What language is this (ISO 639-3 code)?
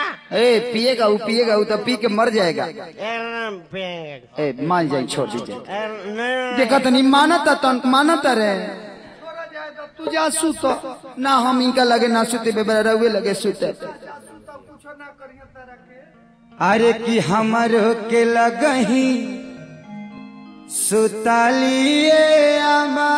bho